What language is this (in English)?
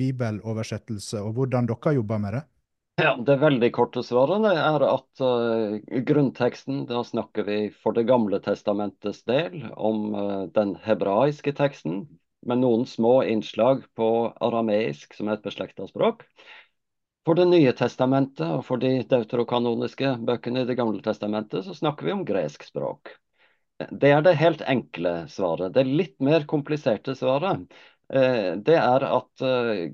Norwegian